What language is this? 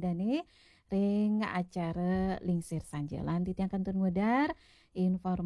Balinese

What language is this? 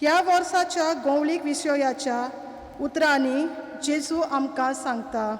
Konkani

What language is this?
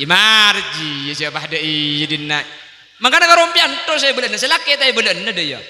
Madurese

